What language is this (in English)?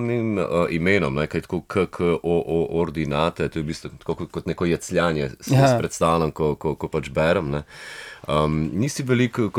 Slovenian